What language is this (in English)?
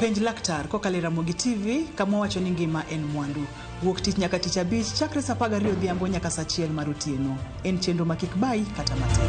Luo (Kenya and Tanzania)